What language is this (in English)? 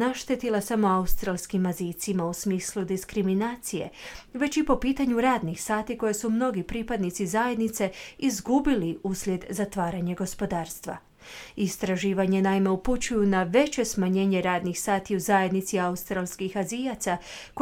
Croatian